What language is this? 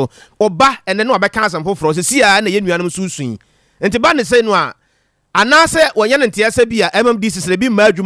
Akan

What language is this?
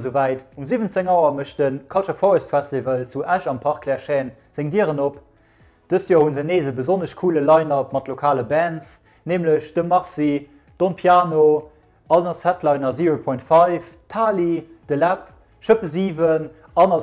Luxembourgish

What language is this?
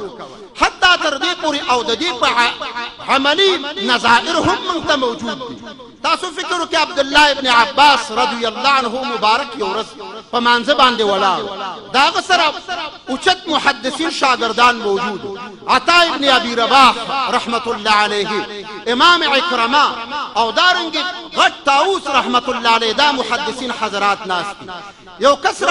Pashto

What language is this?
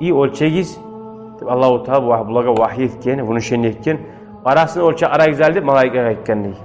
Kumyk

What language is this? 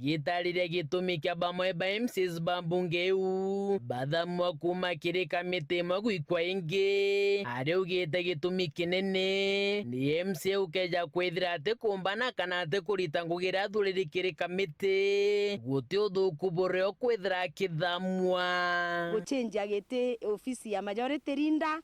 Meru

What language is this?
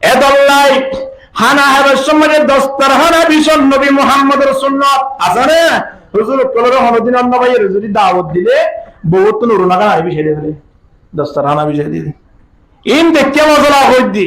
Rohingya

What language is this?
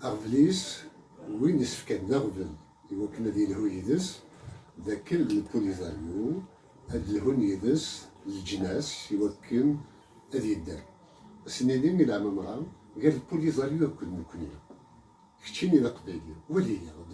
Kabyle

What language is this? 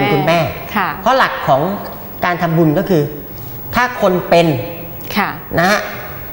Thai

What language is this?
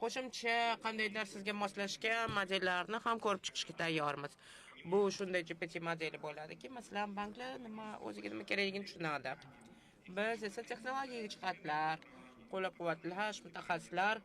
Uzbek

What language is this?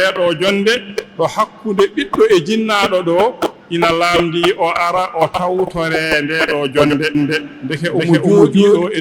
Fula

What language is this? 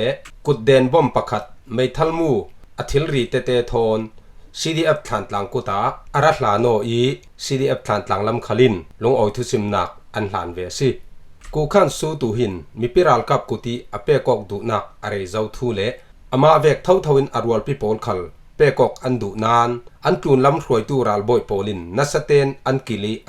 Falam Chin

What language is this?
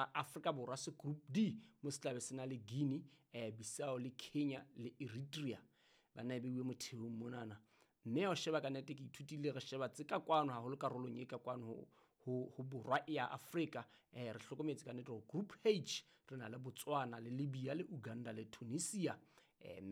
Southern Sotho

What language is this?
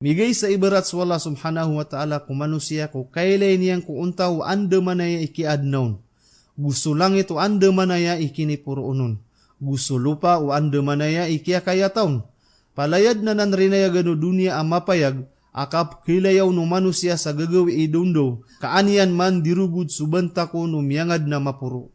Maranao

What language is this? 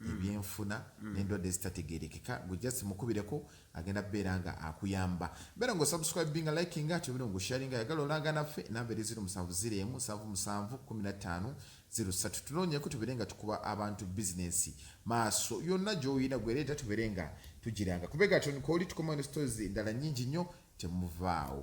Ganda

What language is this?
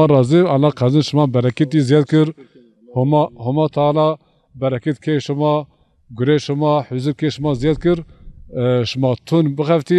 Zaza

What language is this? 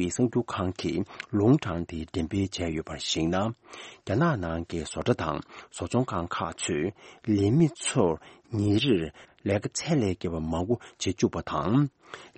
Tibetan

